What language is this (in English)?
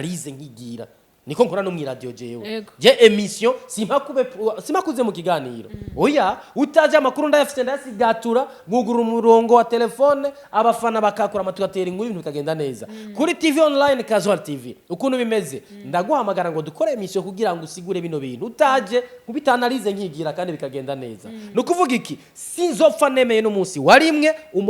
Rundi